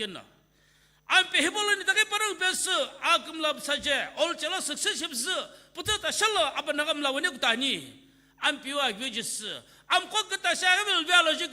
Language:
Sumi Naga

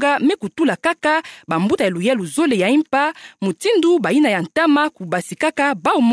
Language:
Kituba (Democratic Republic of Congo)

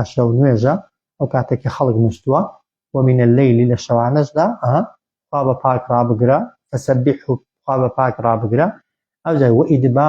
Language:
Central Kurdish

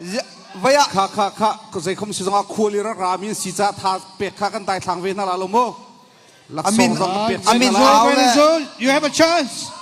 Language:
Hakha Chin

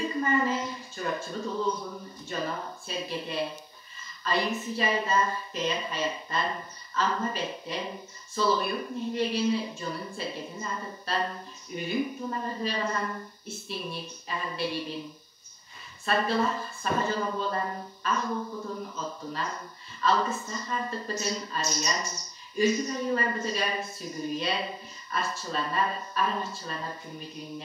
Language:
Yakut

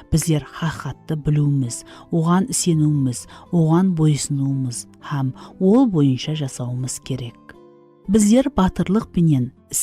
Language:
Kara-Kalpak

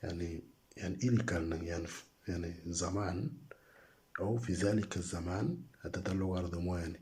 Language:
Moro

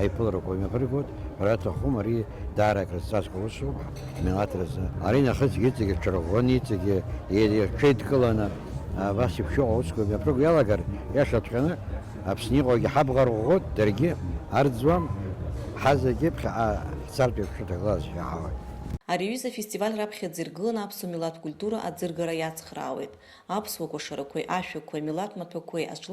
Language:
Abkhazian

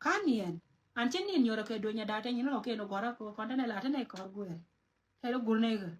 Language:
Nuer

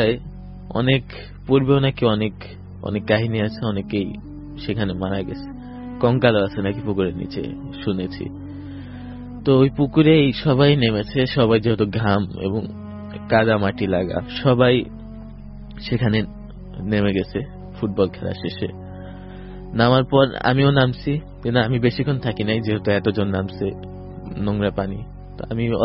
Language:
Bangla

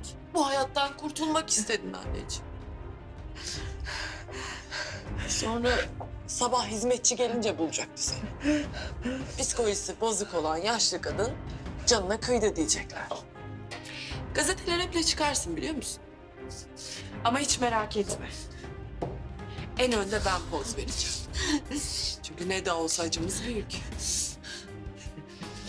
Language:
Turkish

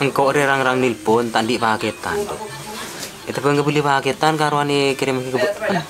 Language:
Madurese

